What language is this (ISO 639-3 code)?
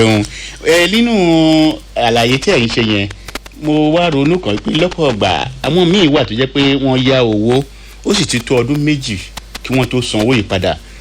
yor